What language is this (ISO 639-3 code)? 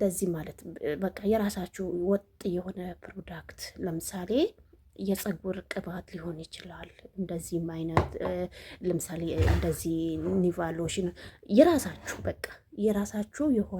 amh